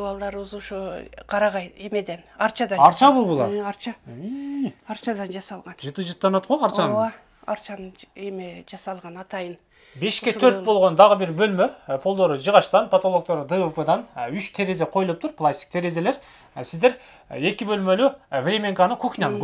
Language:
Kyrgyz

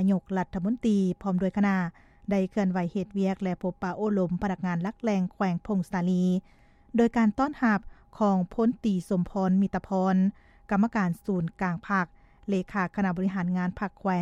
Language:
Lao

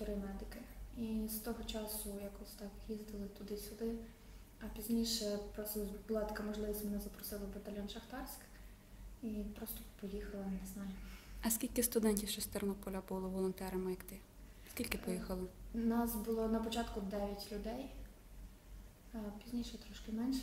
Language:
Ukrainian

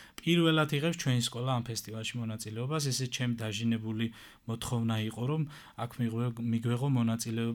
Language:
Georgian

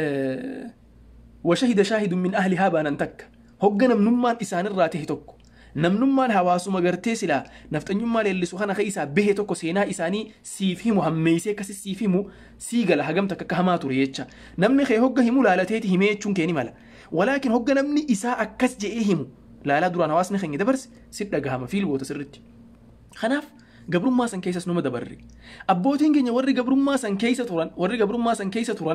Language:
Oromo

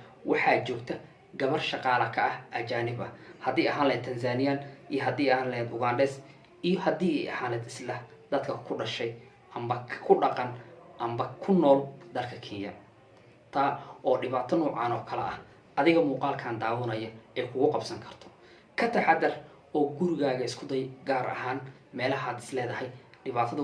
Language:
Somali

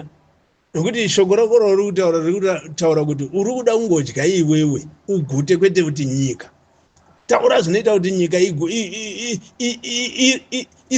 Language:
Shona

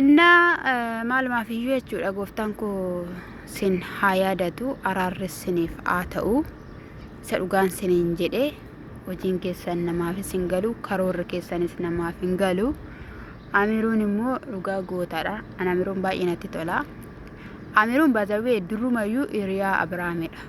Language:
Oromo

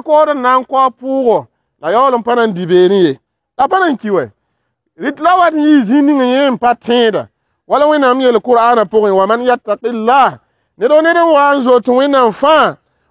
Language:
Mossi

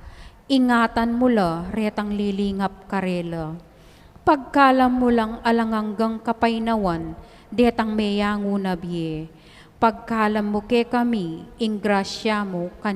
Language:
Pampanga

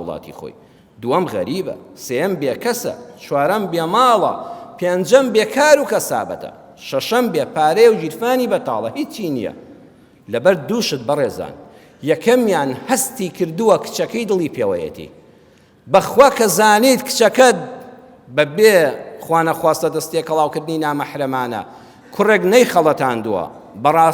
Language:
Central Kurdish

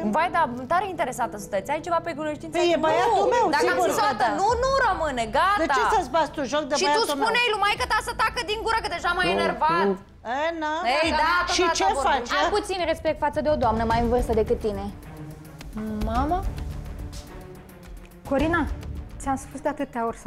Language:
Romanian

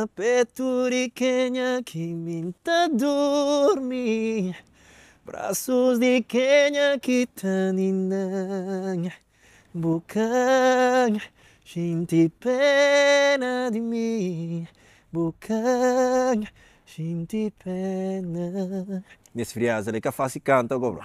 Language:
Kabuverdianu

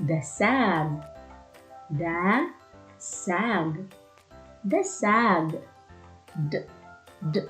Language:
Waray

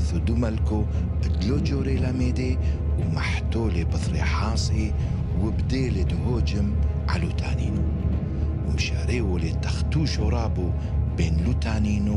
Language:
Turoyo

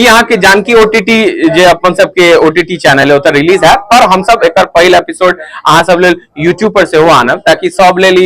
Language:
Maithili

